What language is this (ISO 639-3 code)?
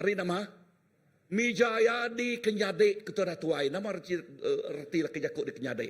iba